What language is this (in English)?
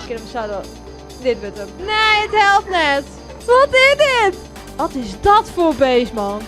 Western Frisian